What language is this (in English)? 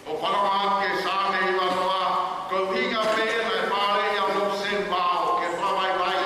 Tongan